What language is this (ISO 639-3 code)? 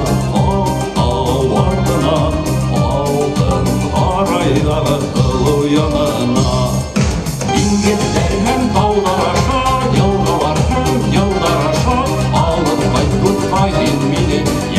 bak